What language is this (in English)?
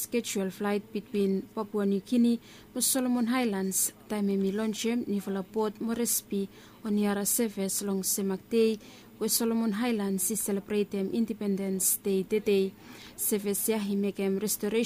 Bislama